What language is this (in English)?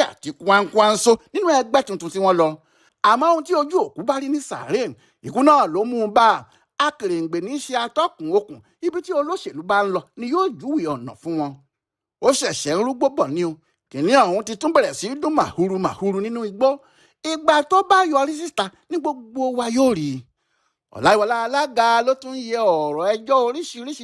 Yoruba